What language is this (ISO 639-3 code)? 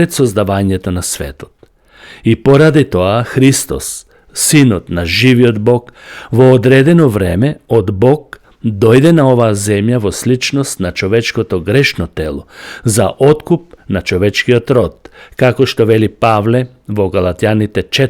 mkd